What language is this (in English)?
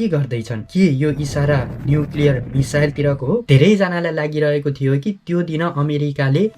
Nepali